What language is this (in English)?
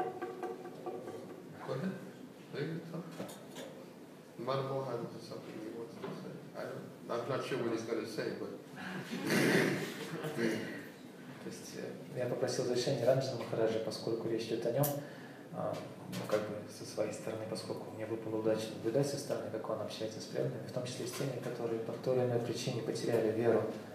Russian